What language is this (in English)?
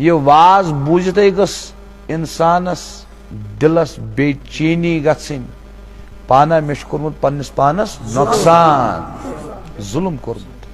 Kashmiri